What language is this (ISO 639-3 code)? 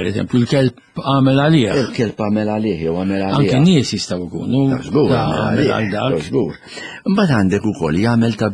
mlt